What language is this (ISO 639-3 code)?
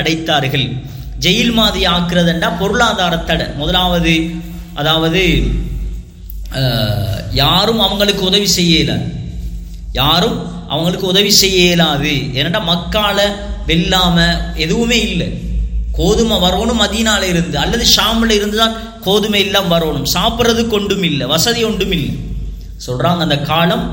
tam